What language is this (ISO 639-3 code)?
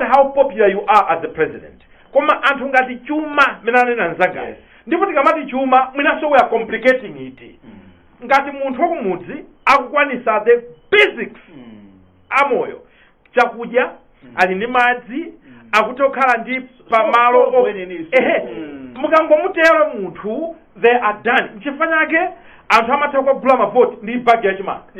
nya